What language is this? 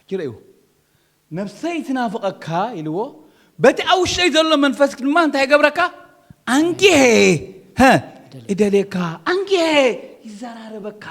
Tigrinya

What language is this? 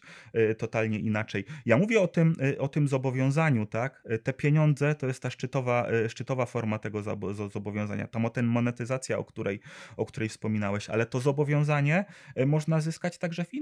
Polish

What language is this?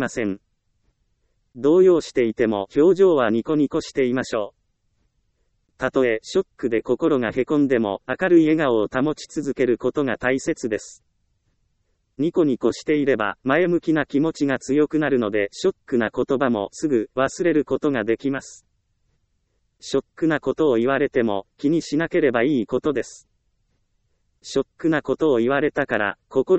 Japanese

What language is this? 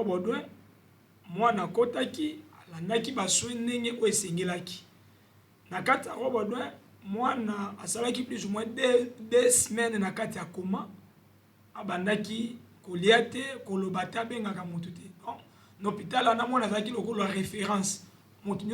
Lingala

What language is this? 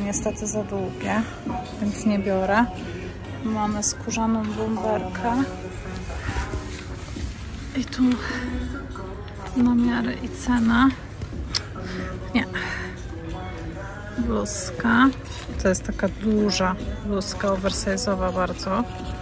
Polish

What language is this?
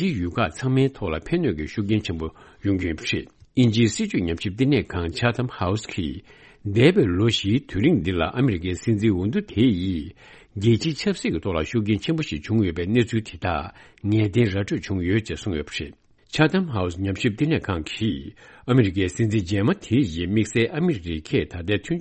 Tibetan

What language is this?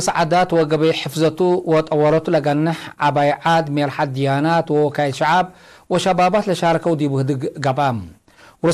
Tigre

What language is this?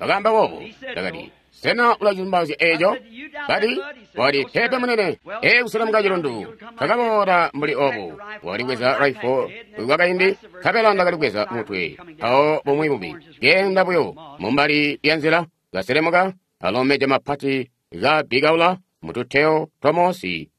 Tonga (Zambia)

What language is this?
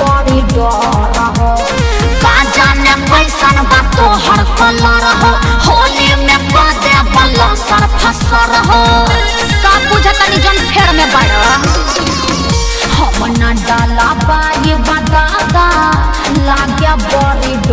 Bhojpuri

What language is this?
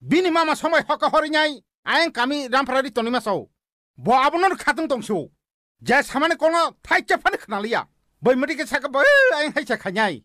Kok Borok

